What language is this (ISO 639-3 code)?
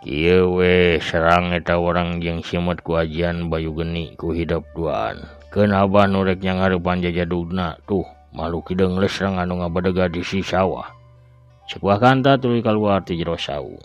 sun